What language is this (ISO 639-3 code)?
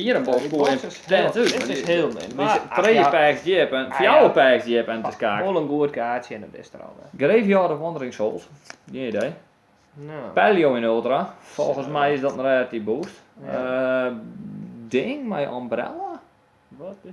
fry